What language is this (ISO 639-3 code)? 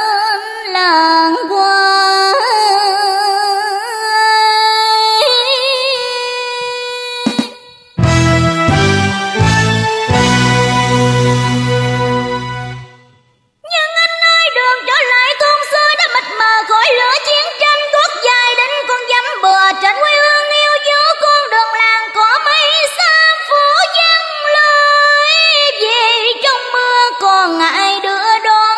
vie